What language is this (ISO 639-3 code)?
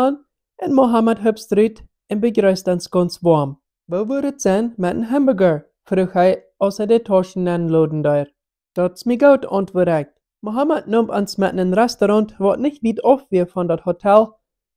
pdt